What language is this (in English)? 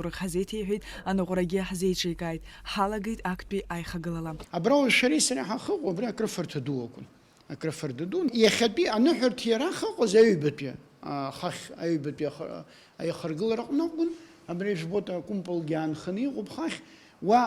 Abkhazian